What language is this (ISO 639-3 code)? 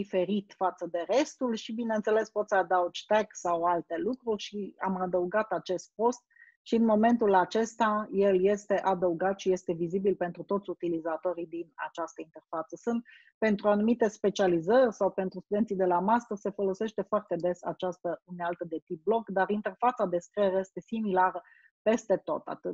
ron